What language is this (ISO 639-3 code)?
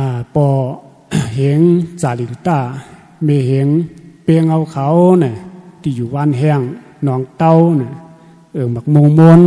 shn